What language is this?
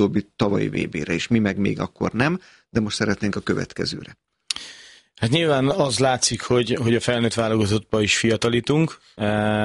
Hungarian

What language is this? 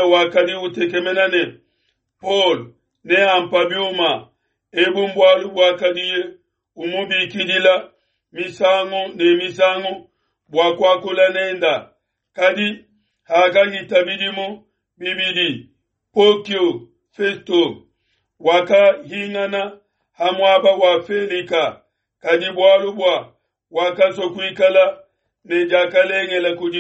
Luba-Lulua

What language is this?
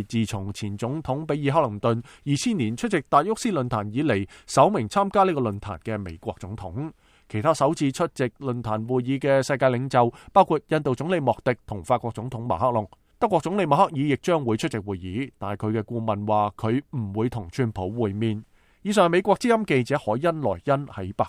Cantonese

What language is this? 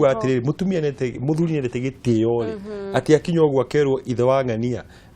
Kikuyu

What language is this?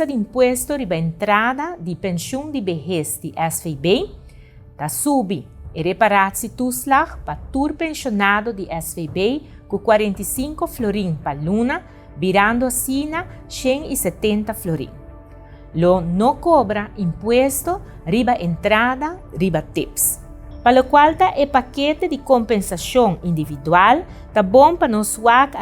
Papiamento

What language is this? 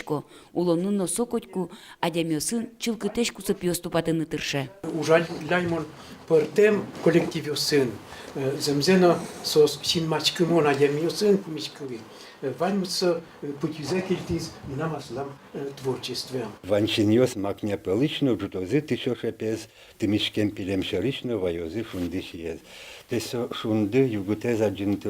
Udmurt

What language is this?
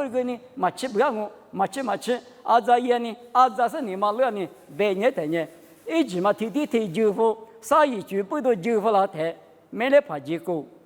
Lisu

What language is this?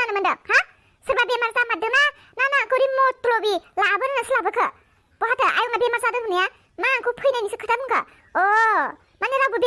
Bodo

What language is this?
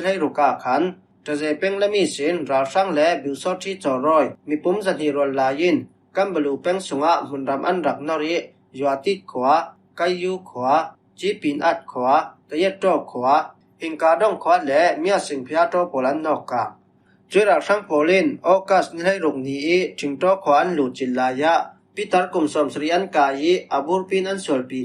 Falam Chin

